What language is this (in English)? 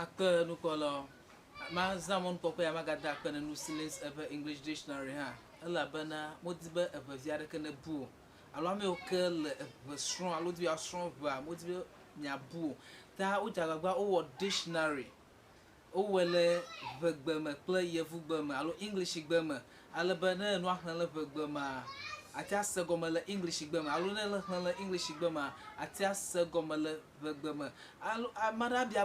Ewe